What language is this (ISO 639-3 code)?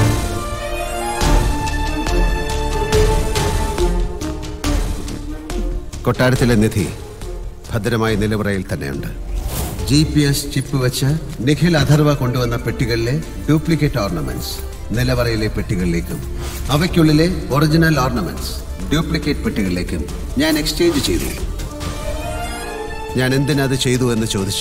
mal